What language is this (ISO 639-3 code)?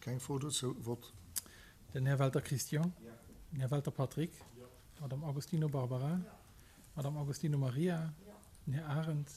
ltz